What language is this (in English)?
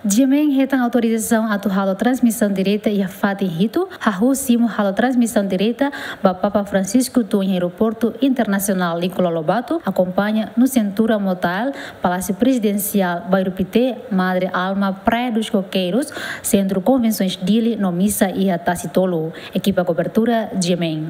Tetum